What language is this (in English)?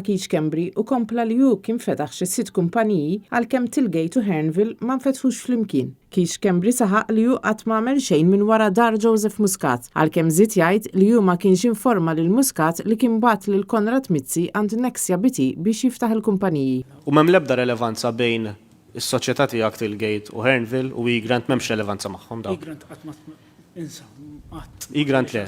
Maltese